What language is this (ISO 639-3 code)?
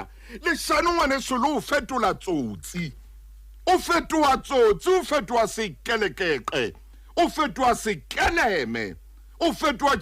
sot